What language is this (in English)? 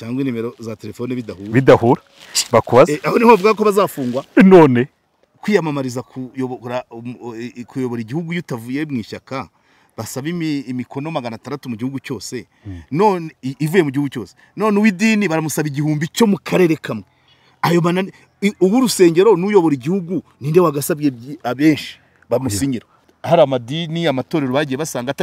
Kinyarwanda